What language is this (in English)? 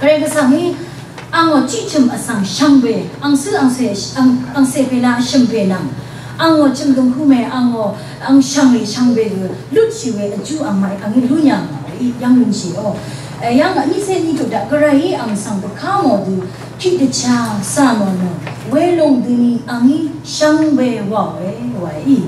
Rawang